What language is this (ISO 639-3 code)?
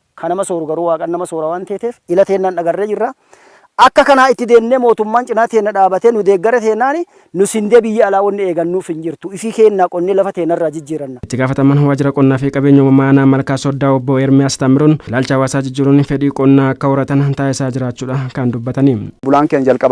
orm